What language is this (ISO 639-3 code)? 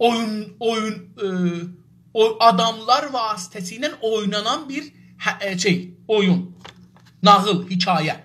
azb